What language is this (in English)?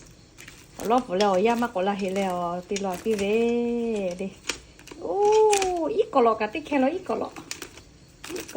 Lahu